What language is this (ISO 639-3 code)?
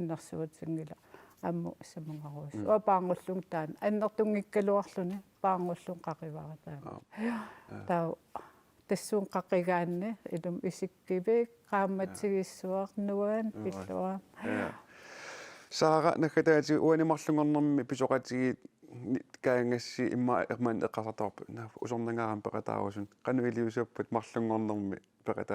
kal